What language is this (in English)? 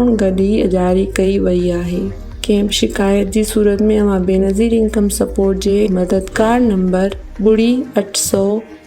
Sindhi